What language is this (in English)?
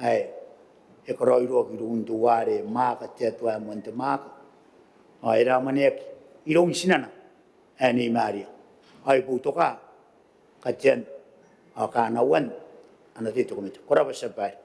Gilbertese